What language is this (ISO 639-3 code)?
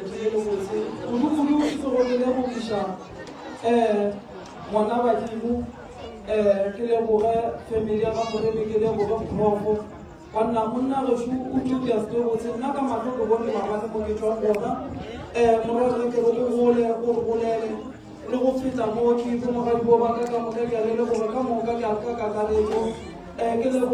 nso